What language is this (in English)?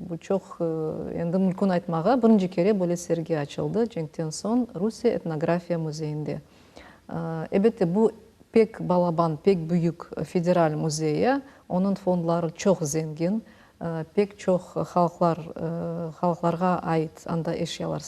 Crimean Tatar